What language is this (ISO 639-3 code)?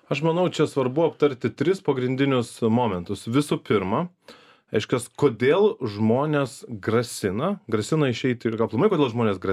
lit